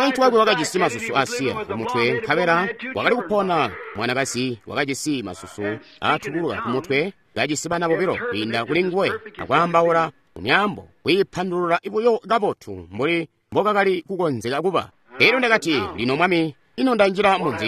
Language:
Tonga (Zambia)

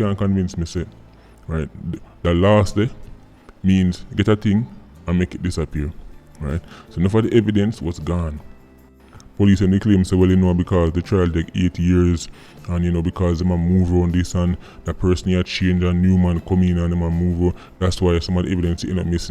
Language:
Jamaican Creole English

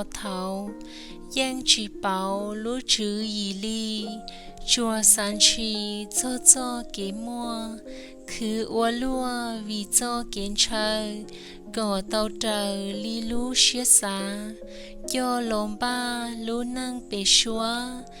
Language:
Hmong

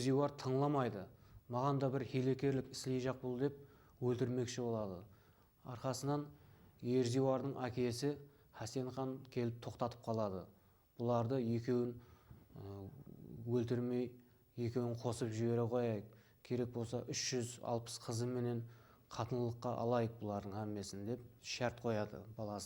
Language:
Kara-Kalpak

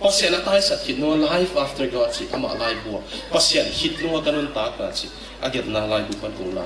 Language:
Tedim Chin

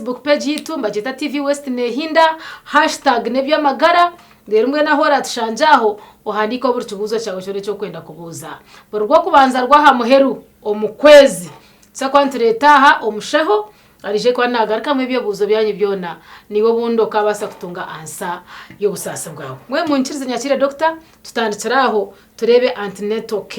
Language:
Nyankole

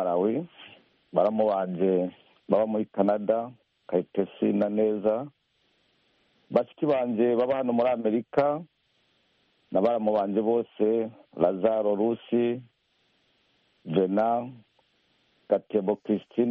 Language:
Kinyarwanda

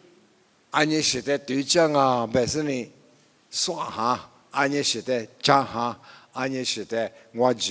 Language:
Lisu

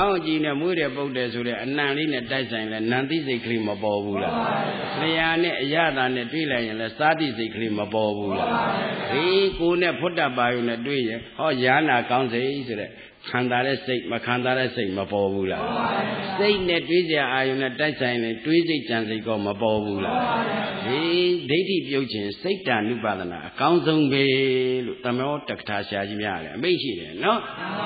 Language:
Burmese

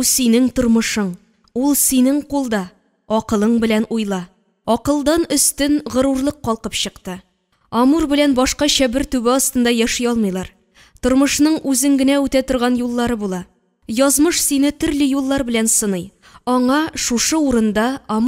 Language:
Tatar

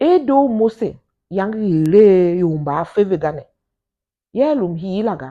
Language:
Tiv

